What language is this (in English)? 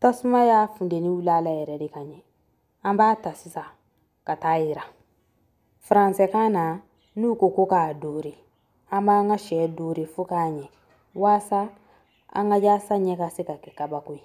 Bambara